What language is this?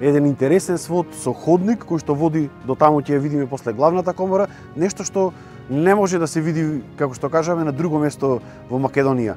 Macedonian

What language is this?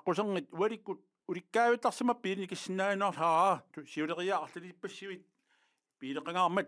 Kalaallisut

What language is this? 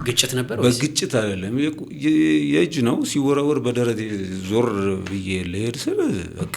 Amharic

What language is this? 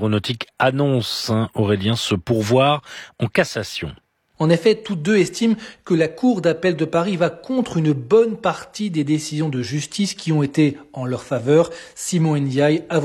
French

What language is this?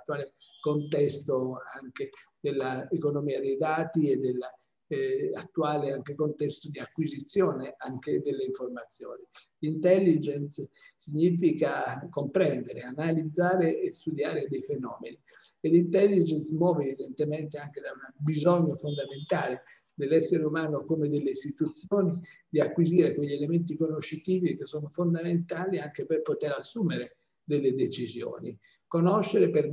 Italian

